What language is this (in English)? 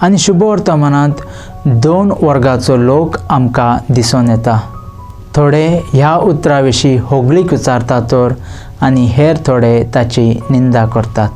Konkani